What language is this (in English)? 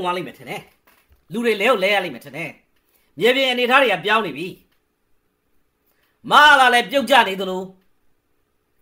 Burmese